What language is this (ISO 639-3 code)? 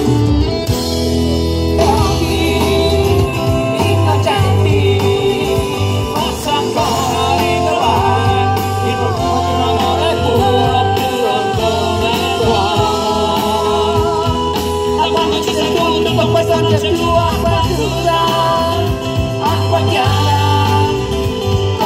ita